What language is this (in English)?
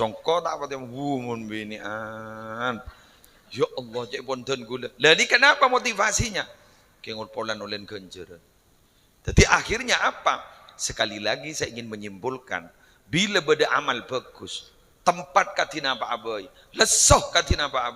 Madurese